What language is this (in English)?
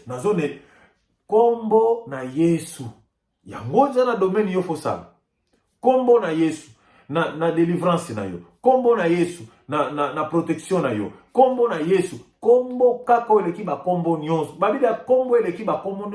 Lingala